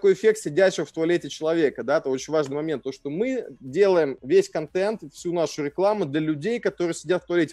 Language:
Russian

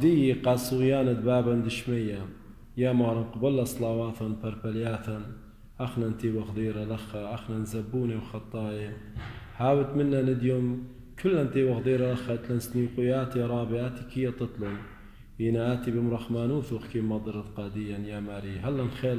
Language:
Assyrian Neo-Aramaic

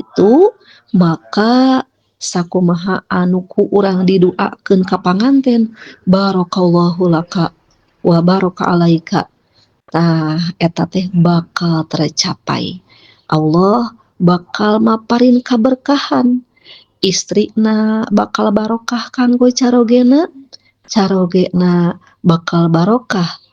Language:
Sundanese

